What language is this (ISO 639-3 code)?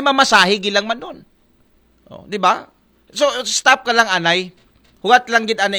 akl